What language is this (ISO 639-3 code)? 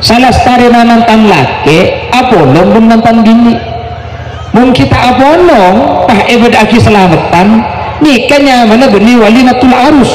mad